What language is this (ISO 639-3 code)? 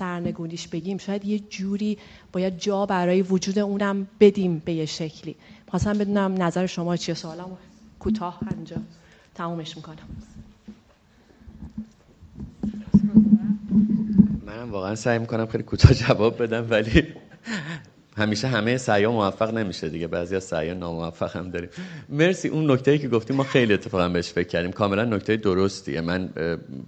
fas